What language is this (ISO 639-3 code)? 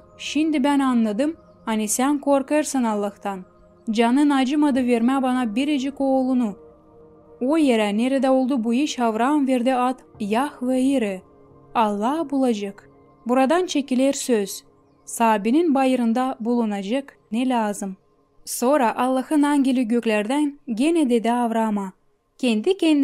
gag